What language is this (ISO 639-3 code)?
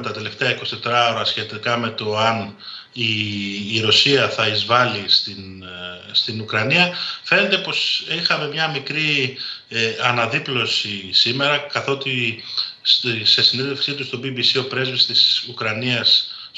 ell